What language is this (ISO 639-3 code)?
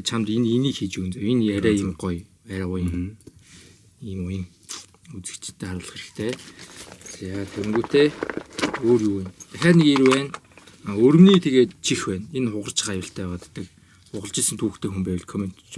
mon